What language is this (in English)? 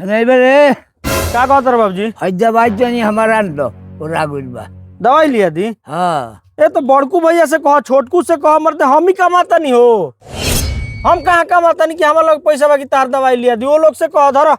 Bhojpuri